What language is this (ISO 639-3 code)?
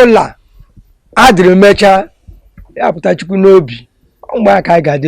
ibo